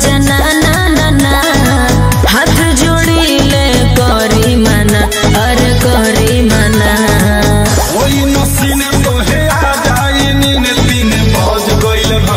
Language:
Bhojpuri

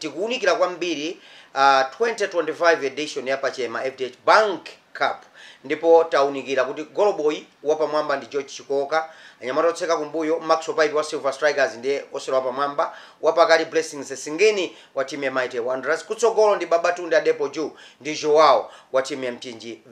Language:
Nyanja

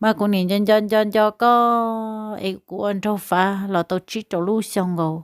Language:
Hmong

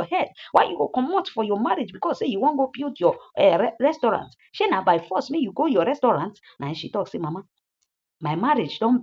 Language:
Nigerian Pidgin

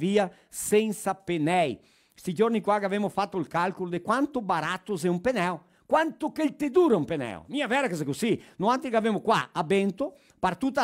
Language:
Venetian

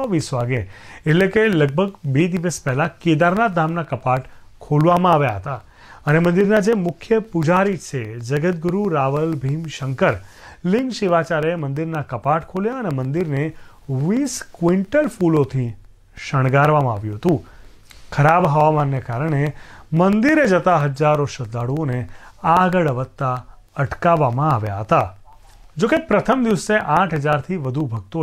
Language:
Gujarati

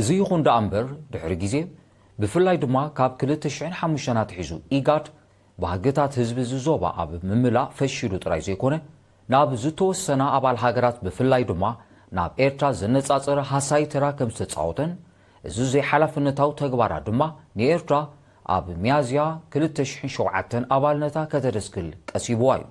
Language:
Tigrinya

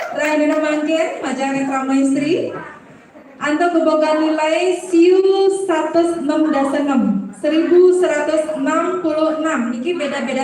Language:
Balinese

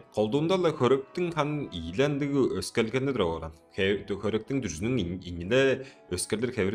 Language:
Tuvinian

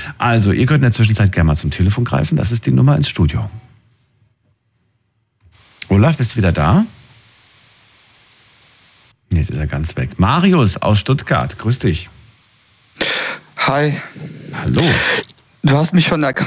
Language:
German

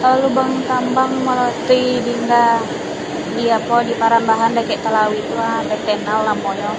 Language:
Minangkabau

